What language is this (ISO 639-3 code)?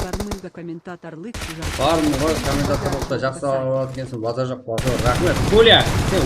kaa